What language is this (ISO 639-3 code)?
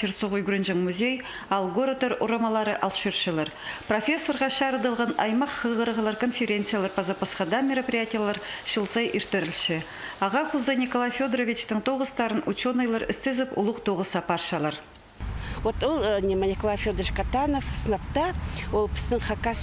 kjh